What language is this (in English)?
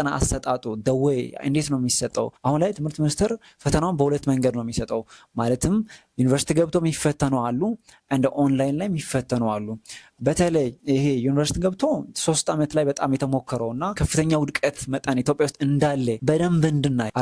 Amharic